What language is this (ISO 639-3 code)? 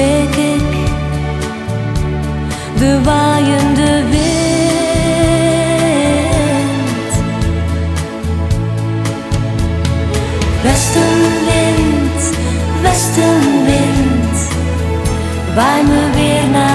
nld